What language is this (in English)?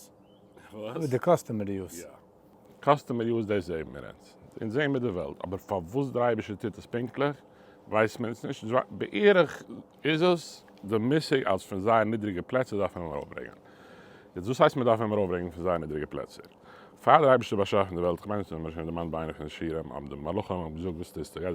Yiddish